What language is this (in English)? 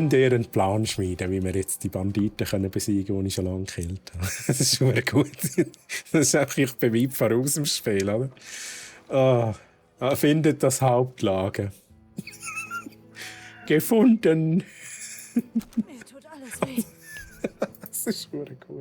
Swiss German